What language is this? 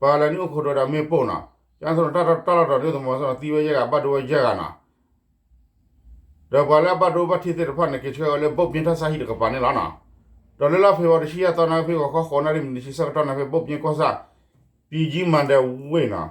S'gaw Karen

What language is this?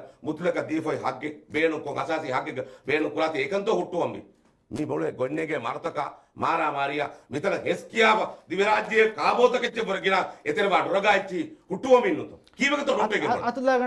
Divehi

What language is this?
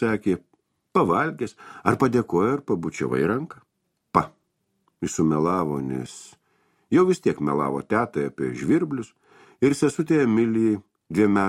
Lithuanian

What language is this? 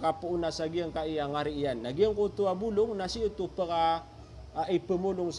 Maranao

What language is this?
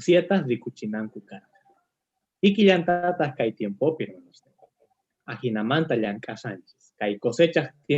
Quechua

